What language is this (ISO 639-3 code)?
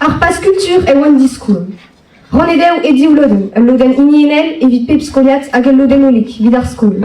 bre